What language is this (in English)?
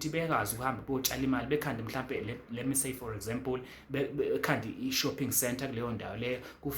Zulu